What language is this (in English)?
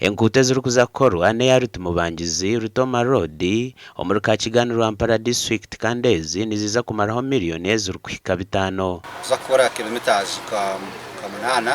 Nyankole